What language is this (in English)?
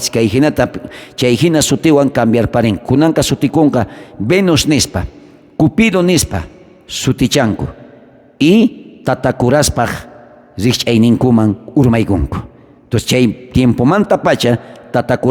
South Bolivian Quechua